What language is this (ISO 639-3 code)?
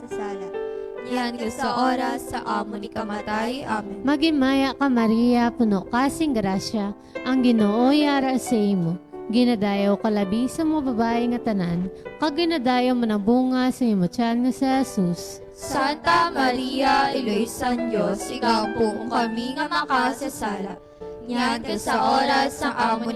hil